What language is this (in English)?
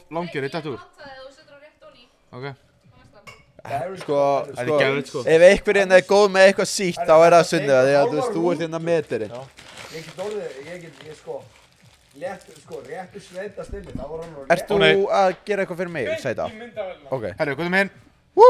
Icelandic